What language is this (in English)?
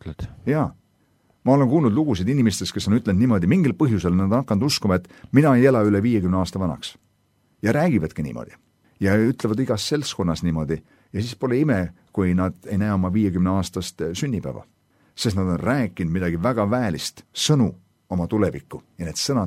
Estonian